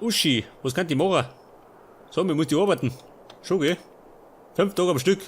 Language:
Bavarian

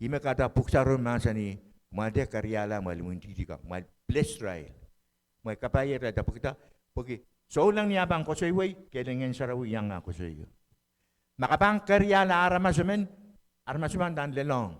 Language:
Pohnpeian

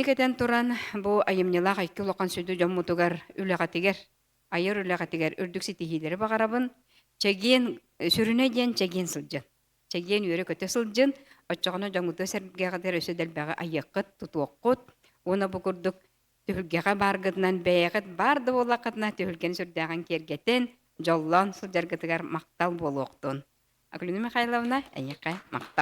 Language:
Yakut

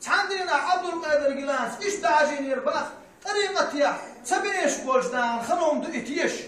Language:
Chechen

